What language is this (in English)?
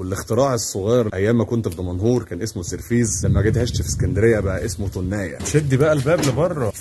Egyptian Arabic